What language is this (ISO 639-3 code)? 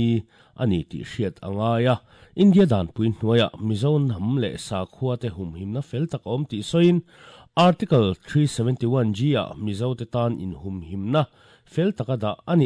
lus